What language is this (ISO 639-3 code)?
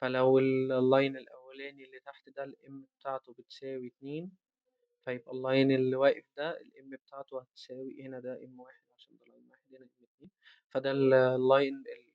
arz